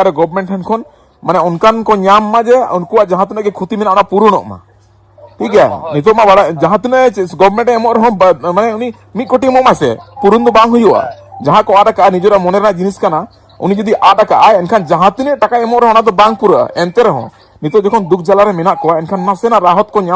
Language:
Santali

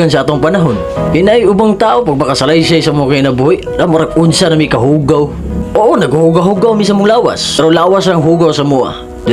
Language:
Cebuano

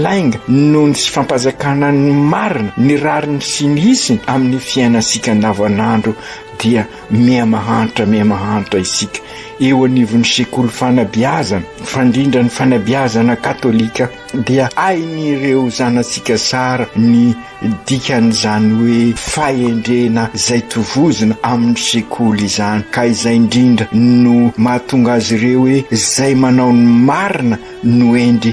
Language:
Malagasy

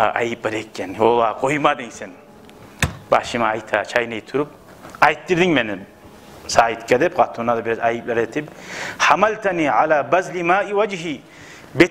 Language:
Kumyk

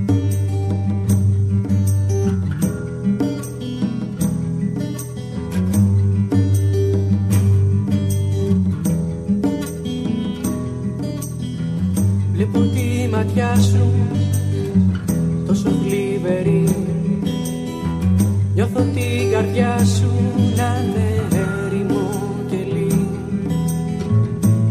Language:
Greek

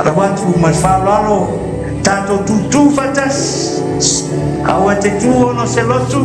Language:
Samoan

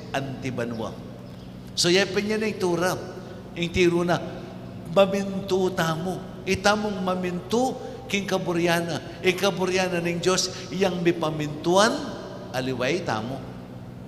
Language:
Pampanga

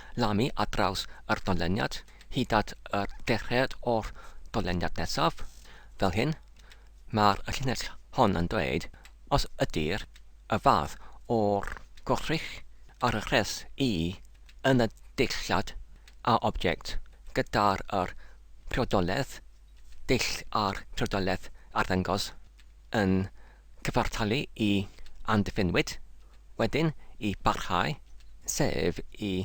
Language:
Welsh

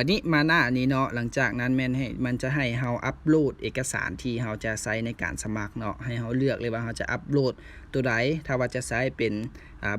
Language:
Lao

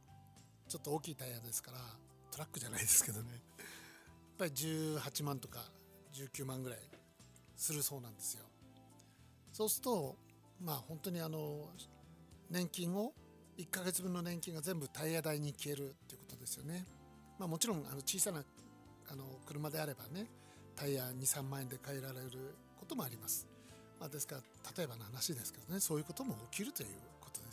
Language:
Japanese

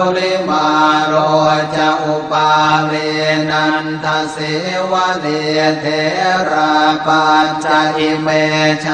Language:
Pali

